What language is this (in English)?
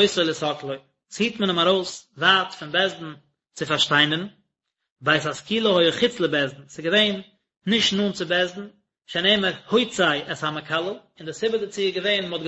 Yiddish